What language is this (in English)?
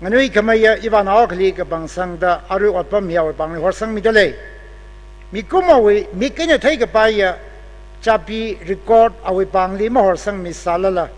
Tangkhul Naga (India)